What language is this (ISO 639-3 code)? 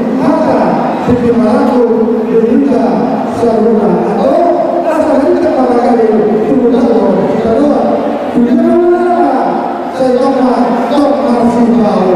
bbc